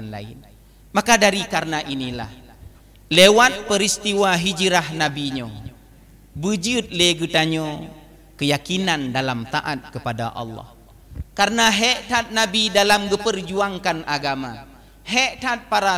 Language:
Achinese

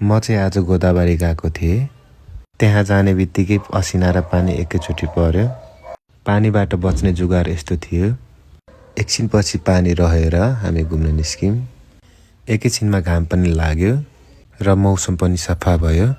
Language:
Nepali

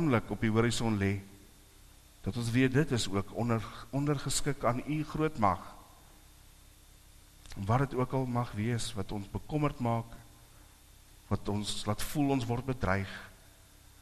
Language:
Afrikaans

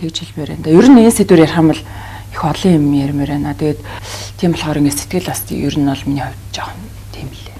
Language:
Mongolian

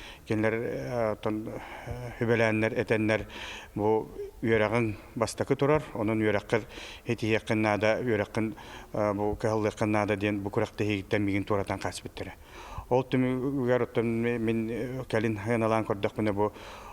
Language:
Yakut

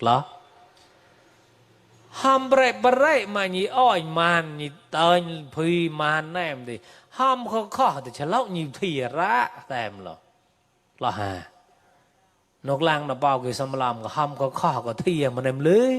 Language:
Mon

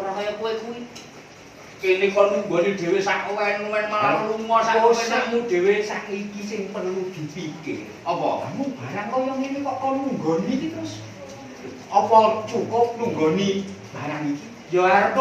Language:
Javanese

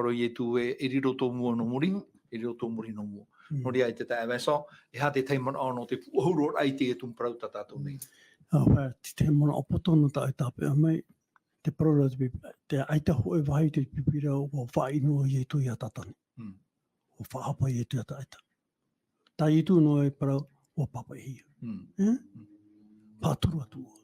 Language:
Tahitian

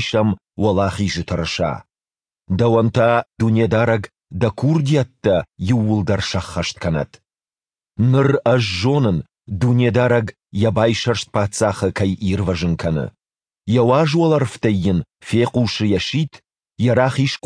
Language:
Ossetic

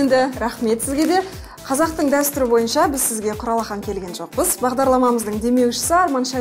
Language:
Kazakh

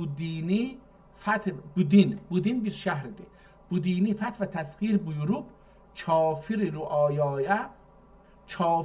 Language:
South Azerbaijani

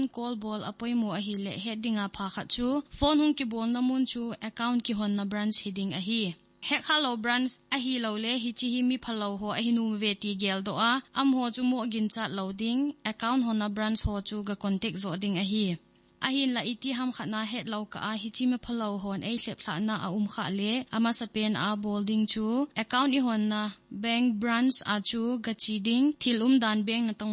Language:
Thado Chin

